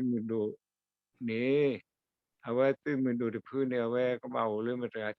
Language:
S'gaw Karen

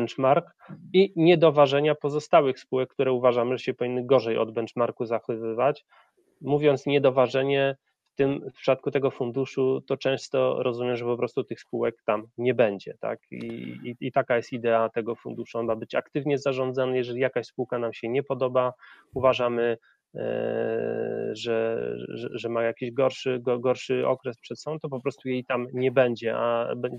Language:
Polish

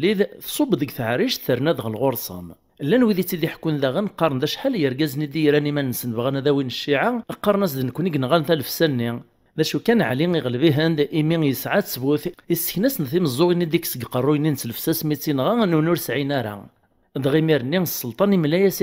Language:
Kabyle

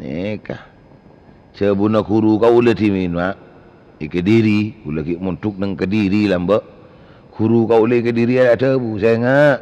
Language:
Madurese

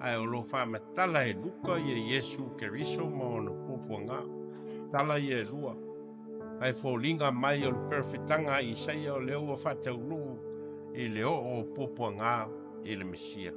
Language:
Samoan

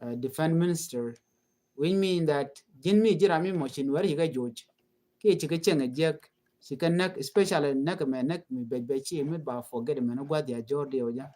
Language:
Nuer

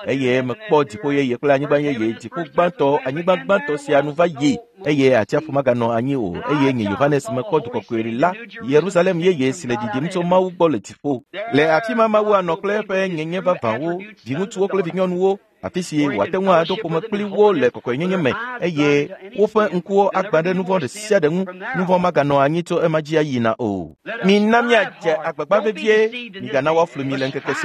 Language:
Ewe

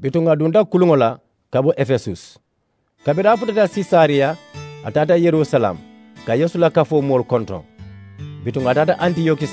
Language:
Mandingo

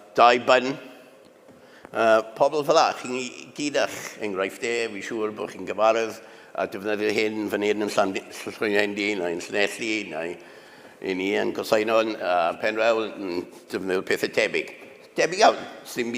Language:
Welsh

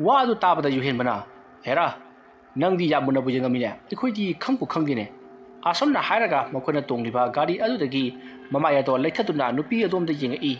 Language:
Manipuri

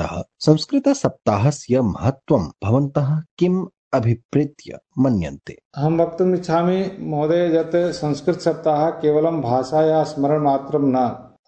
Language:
Sanskrit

